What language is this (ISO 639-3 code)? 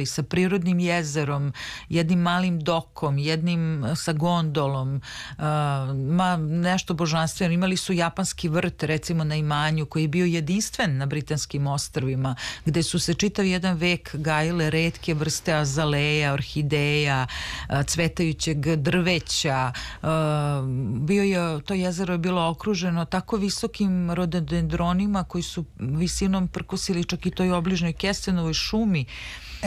srp